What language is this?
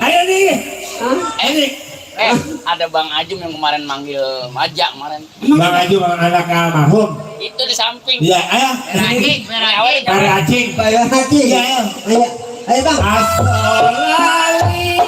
Betawi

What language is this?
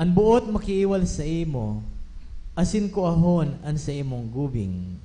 Bikol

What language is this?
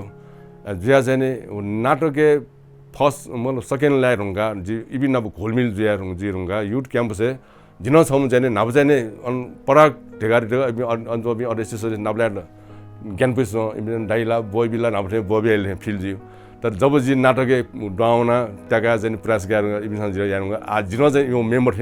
Newari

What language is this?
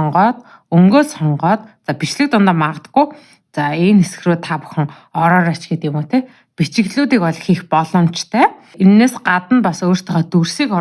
Mongolian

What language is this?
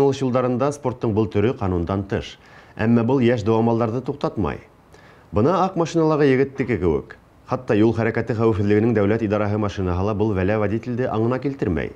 Bashkir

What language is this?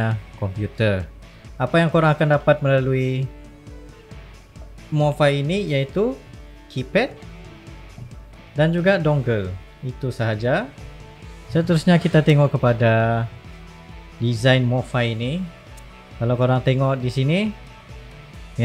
Malay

